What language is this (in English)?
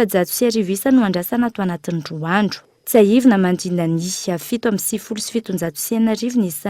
Malagasy